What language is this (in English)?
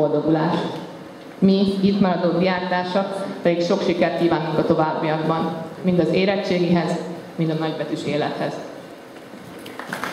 Hungarian